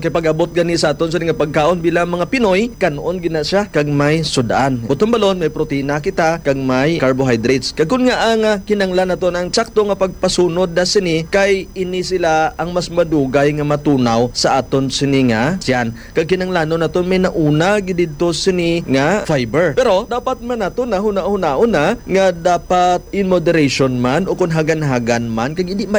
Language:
Hiligaynon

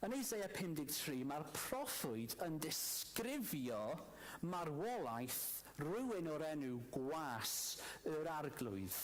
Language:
Welsh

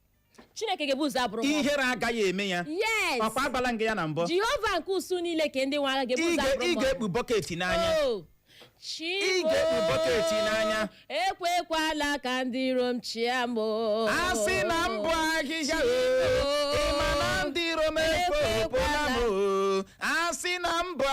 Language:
Igbo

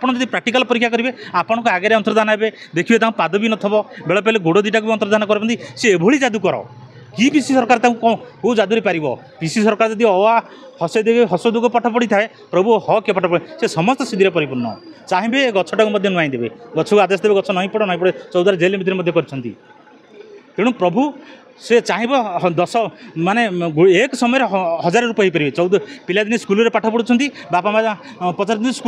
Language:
Odia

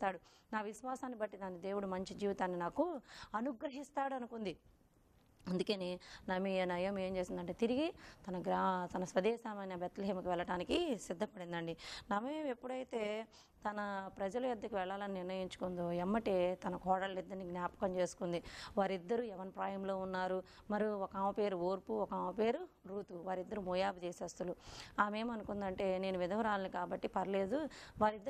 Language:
Telugu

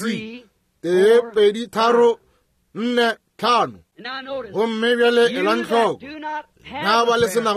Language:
Northern Sotho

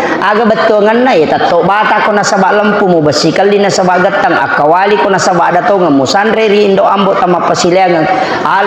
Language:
Buginese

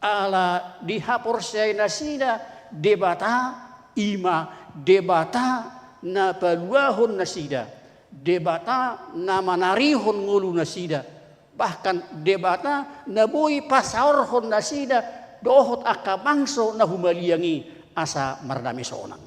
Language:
Batak Toba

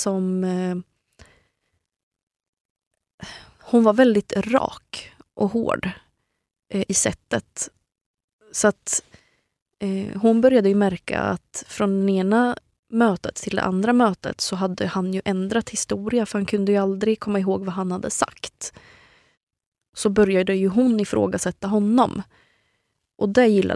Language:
Swedish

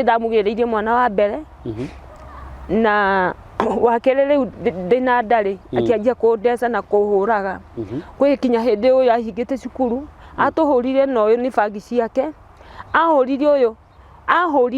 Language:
Kikuyu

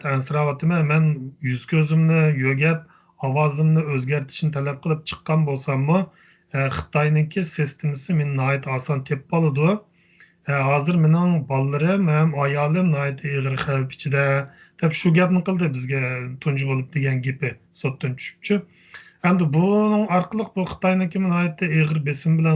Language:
Uyghur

